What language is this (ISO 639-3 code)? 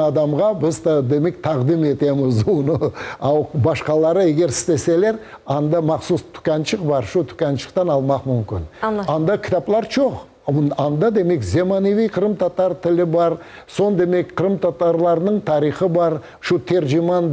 crh